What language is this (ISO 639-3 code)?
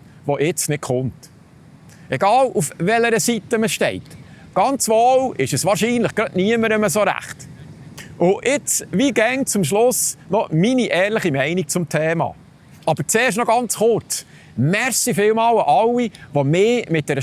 gsw